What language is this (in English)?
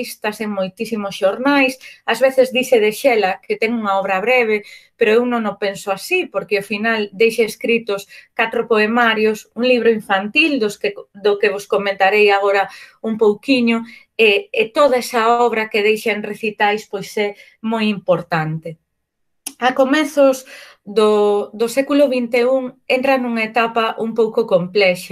Galician